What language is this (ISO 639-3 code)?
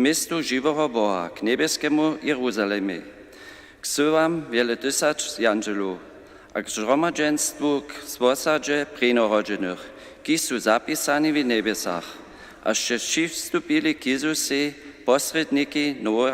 hsb